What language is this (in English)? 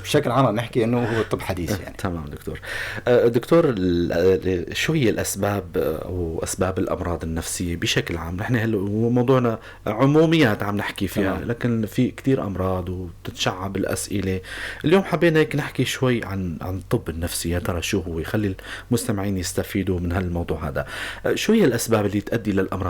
North Levantine Arabic